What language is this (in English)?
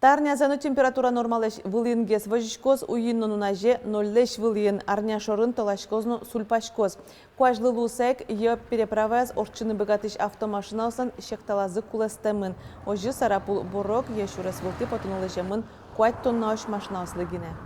Udmurt